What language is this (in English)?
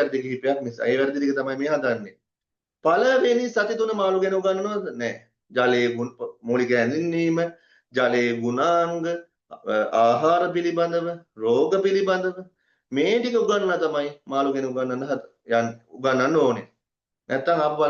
Sinhala